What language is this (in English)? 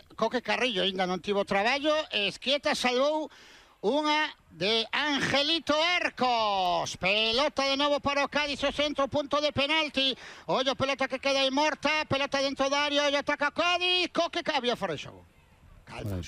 Galician